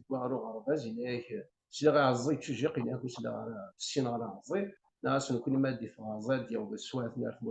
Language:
Kabyle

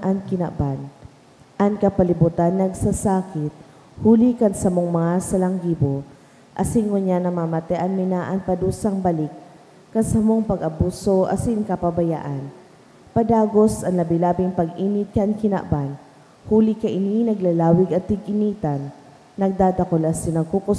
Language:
Bikol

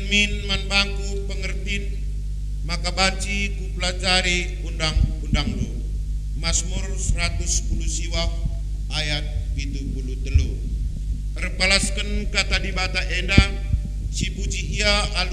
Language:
Batak Karo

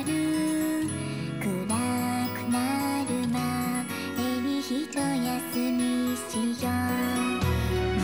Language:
Japanese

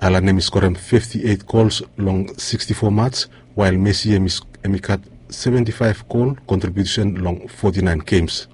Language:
Bislama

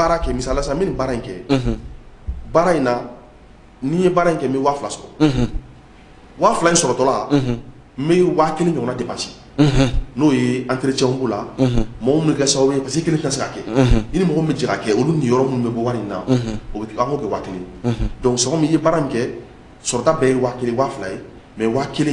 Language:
Bambara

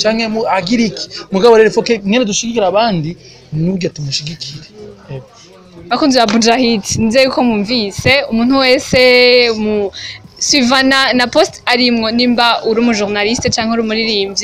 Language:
Rundi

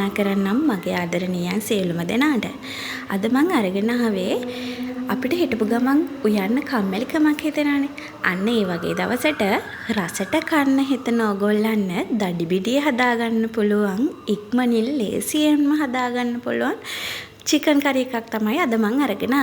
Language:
Sinhala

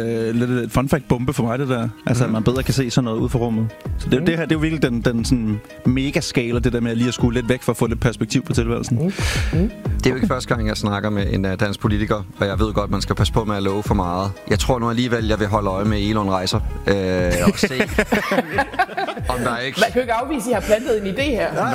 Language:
Danish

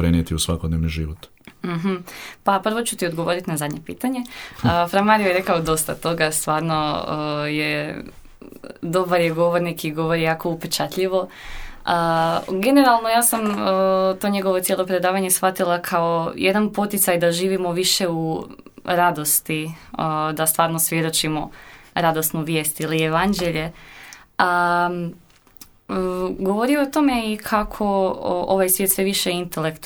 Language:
Croatian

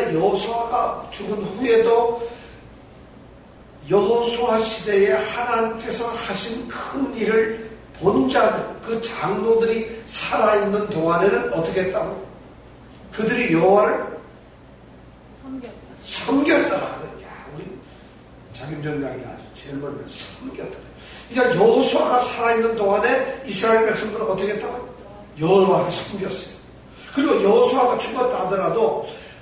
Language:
Korean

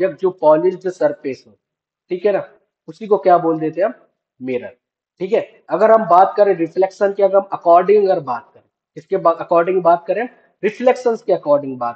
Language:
Hindi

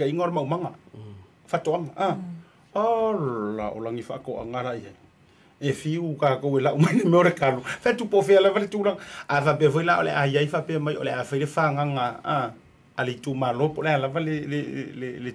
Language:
Samoan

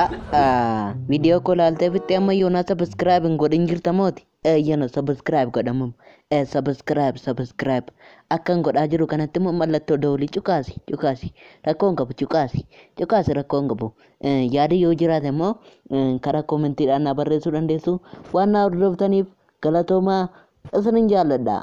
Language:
Oromo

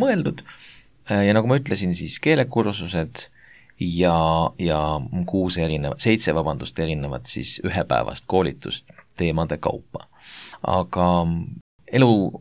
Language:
Estonian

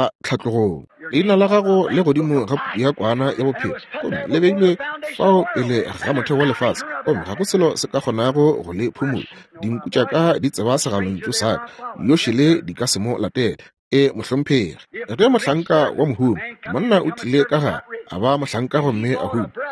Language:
Northern Sotho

